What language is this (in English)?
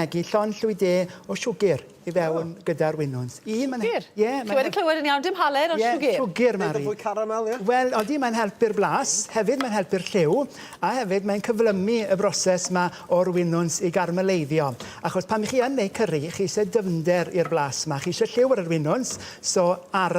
Welsh